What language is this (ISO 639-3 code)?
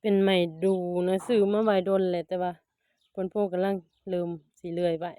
lao